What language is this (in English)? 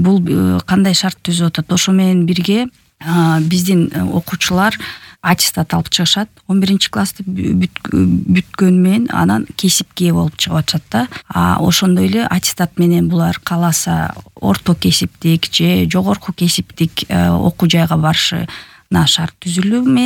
Kyrgyz